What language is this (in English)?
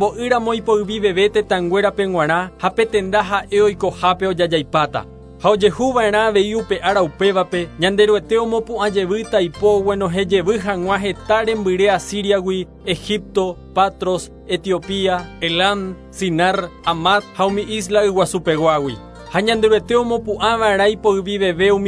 Guarani